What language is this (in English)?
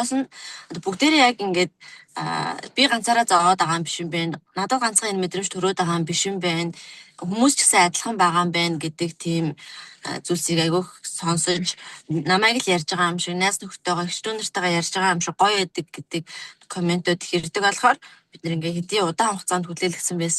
Mongolian